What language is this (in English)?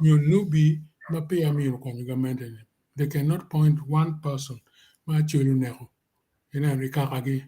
Acoli